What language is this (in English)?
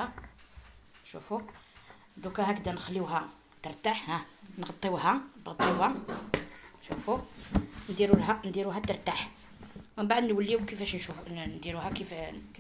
Algerian Arabic